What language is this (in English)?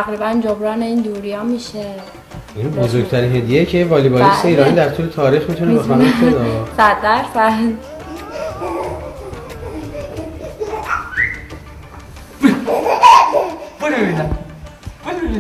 Persian